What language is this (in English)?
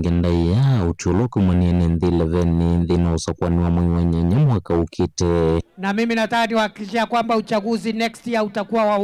Kamba